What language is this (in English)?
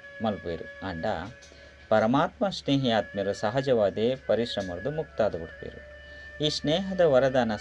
Tulu